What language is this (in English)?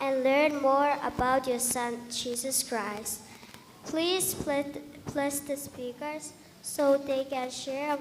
Gilbertese